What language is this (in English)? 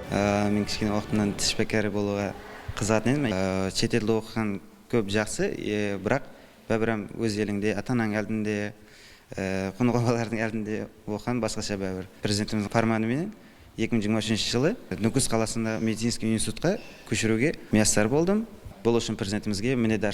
Kara-Kalpak